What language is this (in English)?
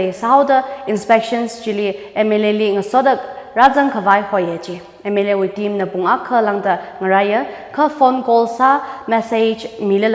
Tangkhul Naga (India)